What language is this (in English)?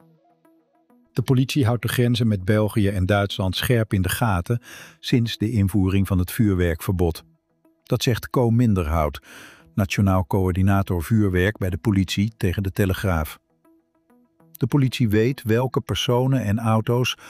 Dutch